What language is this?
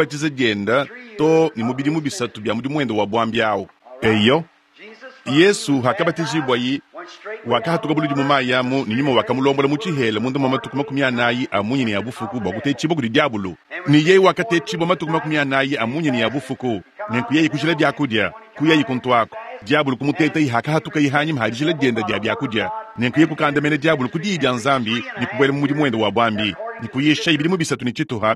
Luba-Lulua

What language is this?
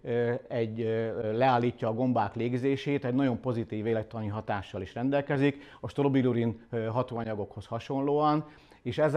Hungarian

